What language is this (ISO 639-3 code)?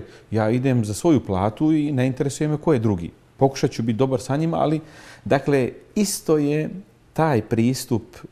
bos